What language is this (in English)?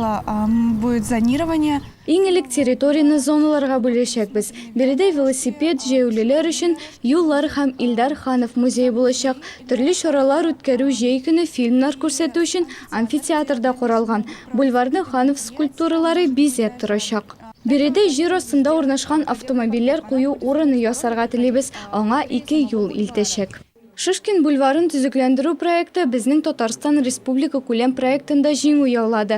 Tatar